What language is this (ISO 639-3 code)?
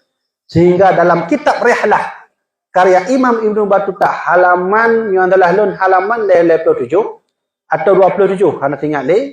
ace